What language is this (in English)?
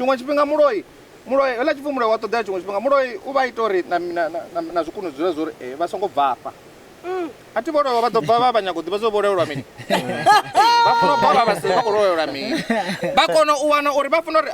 Venda